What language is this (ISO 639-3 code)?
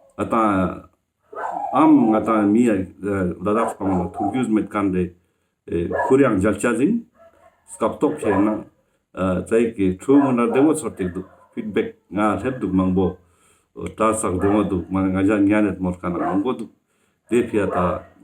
lbj